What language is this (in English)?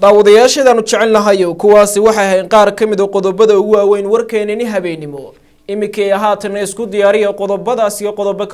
Somali